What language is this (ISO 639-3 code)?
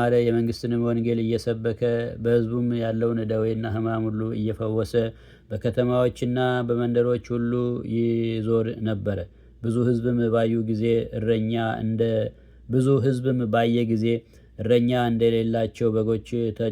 amh